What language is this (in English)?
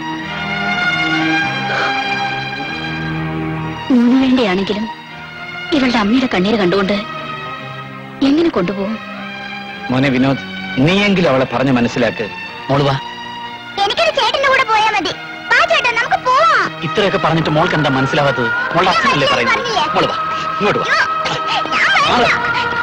Malayalam